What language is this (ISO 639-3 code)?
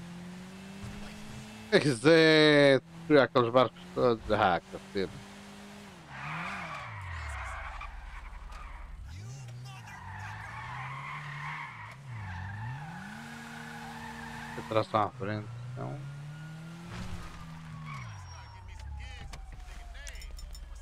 por